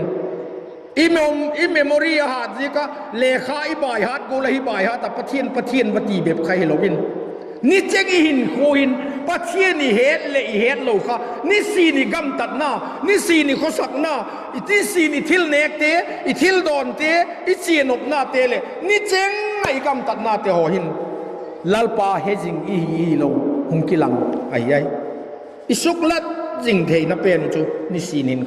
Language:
Vaiphei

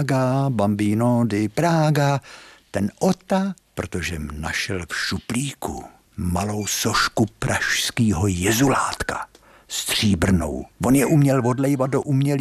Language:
Czech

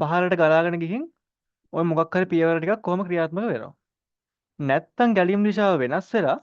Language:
Sinhala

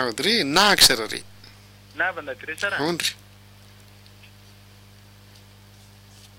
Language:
Kannada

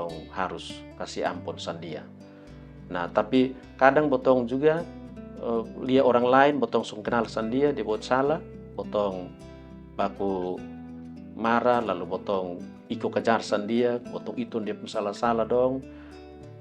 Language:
Kupang Malay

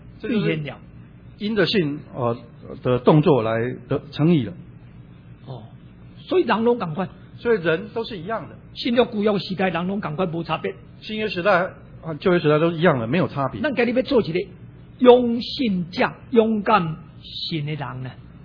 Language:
Min Nan Chinese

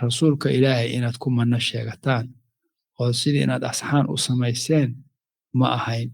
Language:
Somali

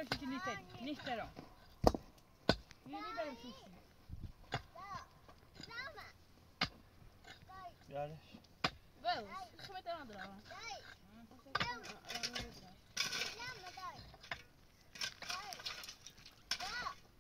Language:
Persian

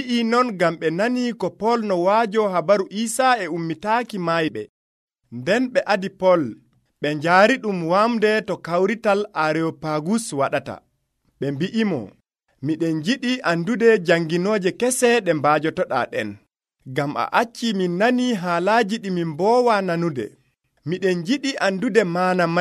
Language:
Nigerian Fulfulde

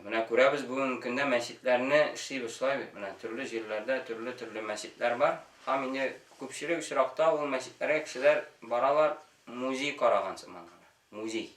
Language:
Tatar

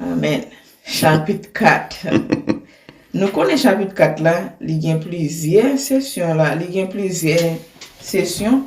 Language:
Haitian Creole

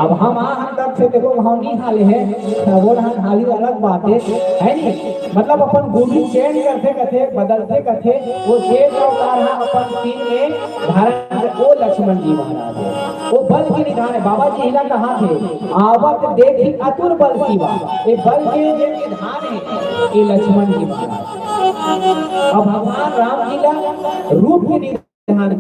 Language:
Chhattisgarhi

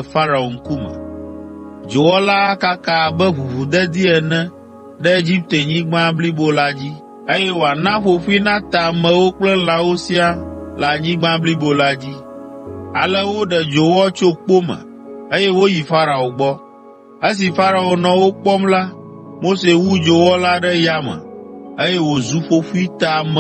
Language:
Ewe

